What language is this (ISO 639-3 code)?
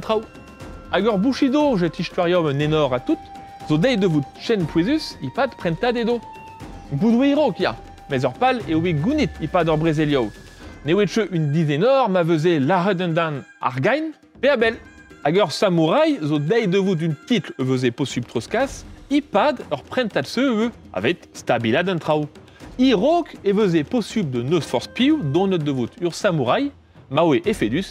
bre